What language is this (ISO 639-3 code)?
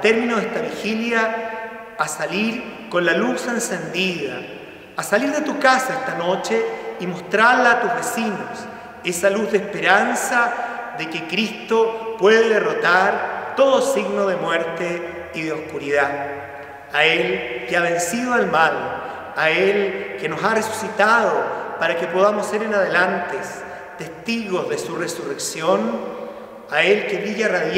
spa